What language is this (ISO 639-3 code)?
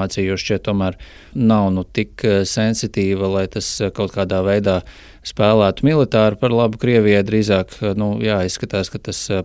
lav